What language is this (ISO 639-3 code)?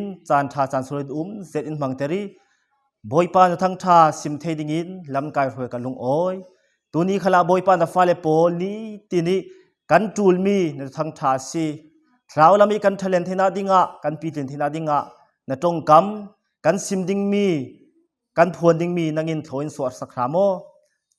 cfm